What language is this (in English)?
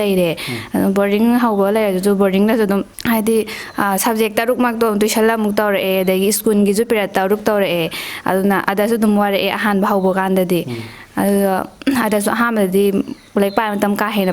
Manipuri